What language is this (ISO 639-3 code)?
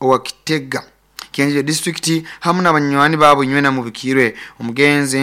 nyn